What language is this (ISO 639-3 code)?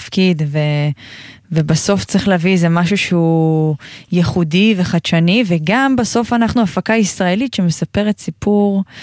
heb